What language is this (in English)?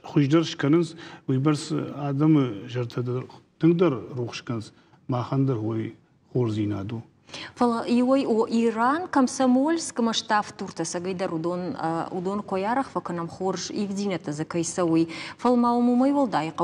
Ossetic